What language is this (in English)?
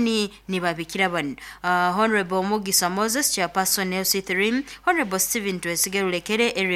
Nyoro